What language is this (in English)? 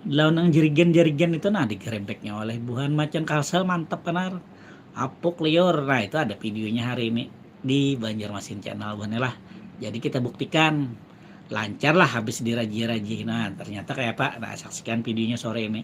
Banjar